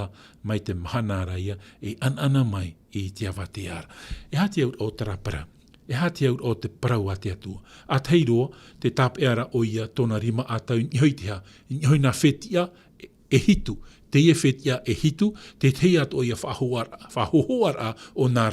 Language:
Tahitian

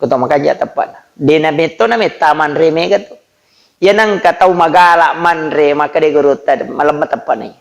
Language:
Buginese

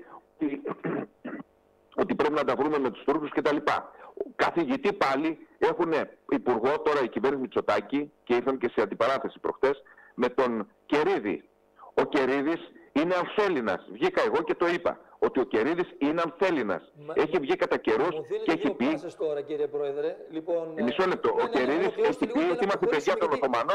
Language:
Greek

